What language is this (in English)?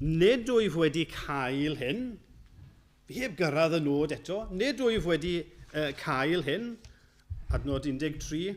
Welsh